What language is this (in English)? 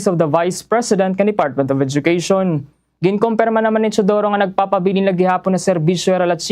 Waray